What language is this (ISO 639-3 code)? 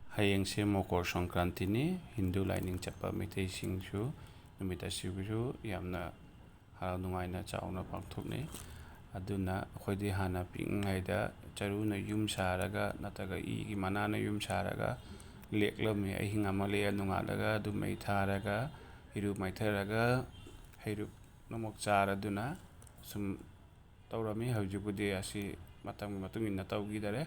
mni